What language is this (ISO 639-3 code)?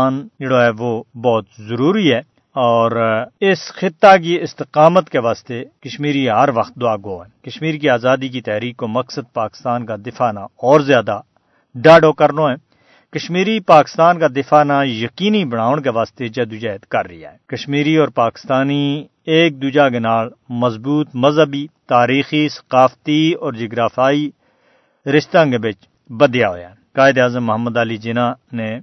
gju